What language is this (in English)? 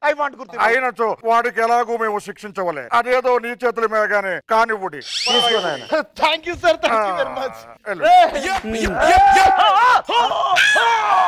Telugu